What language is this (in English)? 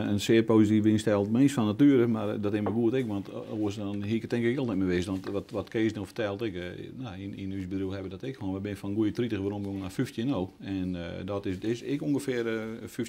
Western Frisian